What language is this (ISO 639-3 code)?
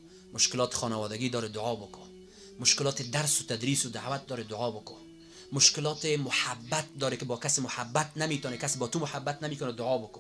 fas